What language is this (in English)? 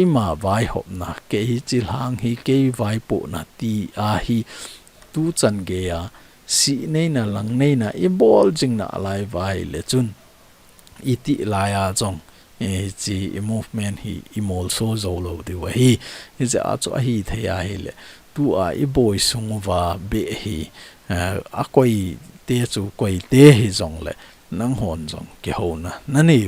Thado Chin